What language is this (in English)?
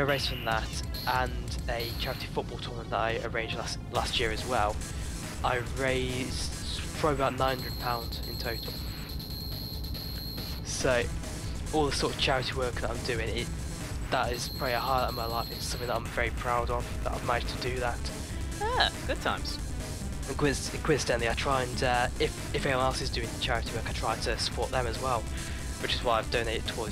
English